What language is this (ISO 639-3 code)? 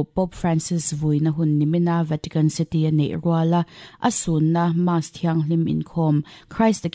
lus